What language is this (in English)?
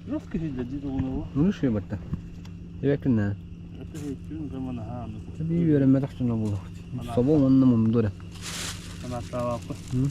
Yakut